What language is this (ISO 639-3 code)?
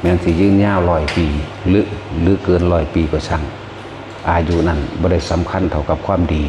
lao